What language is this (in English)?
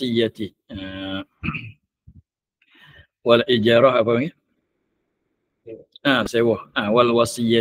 Malay